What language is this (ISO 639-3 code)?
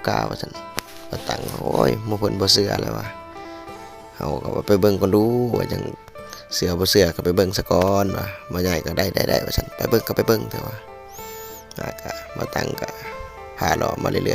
lao